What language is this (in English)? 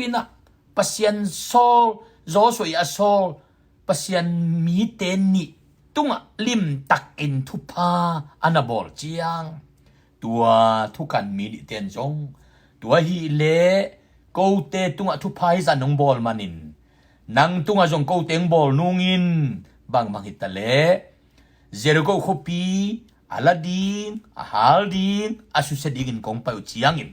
Tedim Chin